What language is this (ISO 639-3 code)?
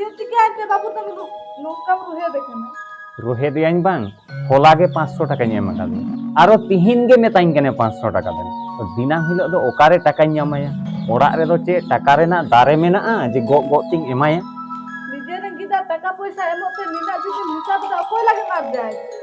sat